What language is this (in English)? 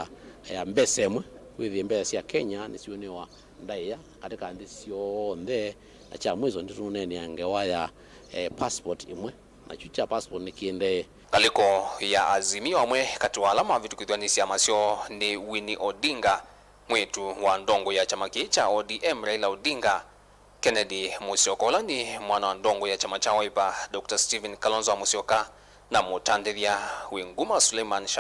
Kamba